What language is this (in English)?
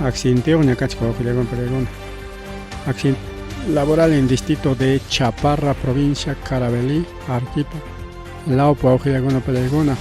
Ayacucho Quechua